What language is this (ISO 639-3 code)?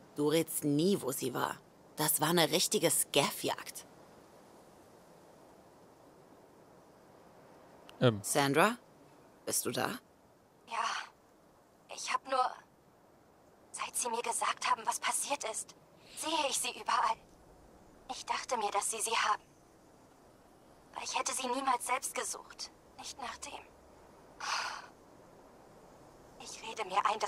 deu